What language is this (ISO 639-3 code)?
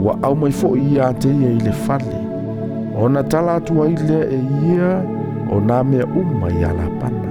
smo